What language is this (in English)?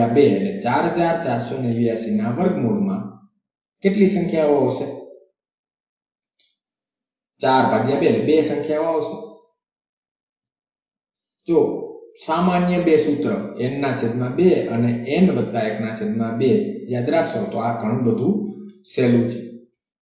Gujarati